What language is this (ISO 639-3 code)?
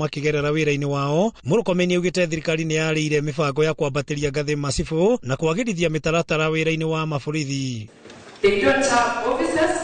kik